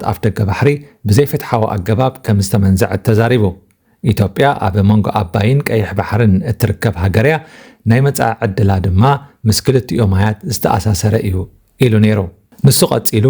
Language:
Tigrinya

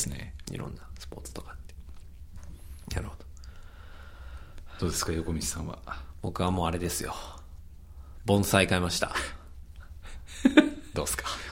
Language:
Japanese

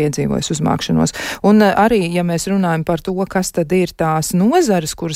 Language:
Latvian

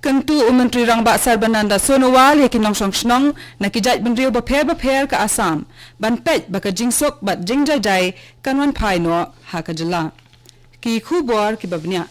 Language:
Khasi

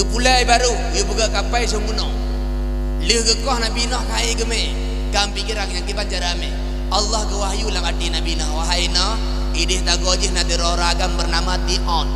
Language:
Achinese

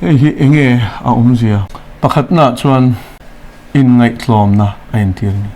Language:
Mizo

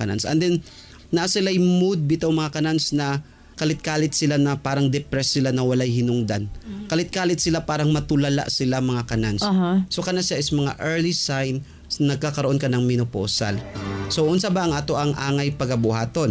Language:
Cebuano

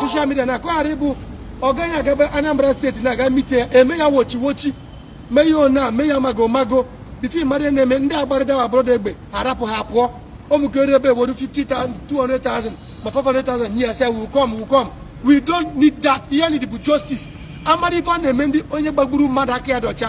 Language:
Igbo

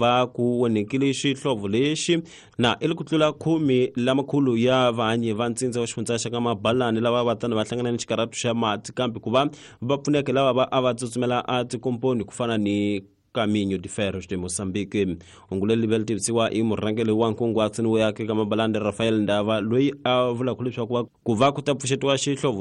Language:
Tsonga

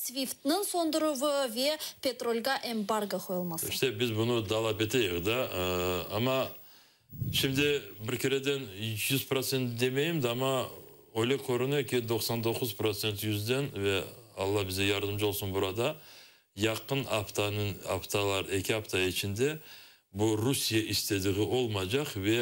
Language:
Crimean Tatar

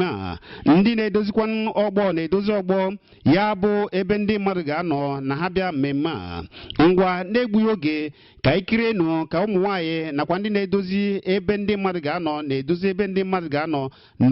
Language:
Igbo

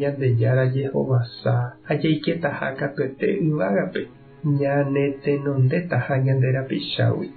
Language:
Guarani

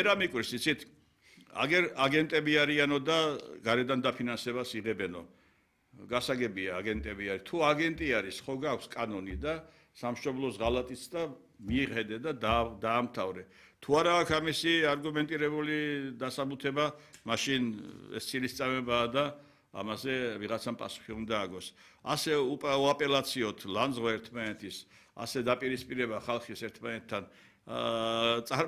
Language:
Georgian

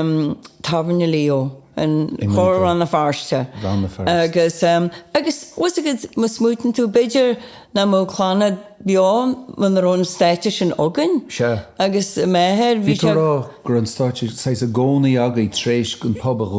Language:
Irish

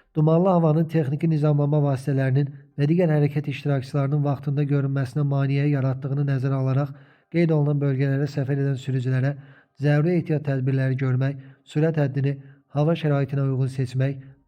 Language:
Azerbaijani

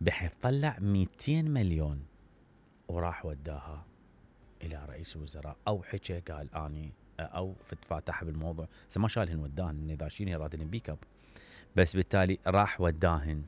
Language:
Mesopotamian Arabic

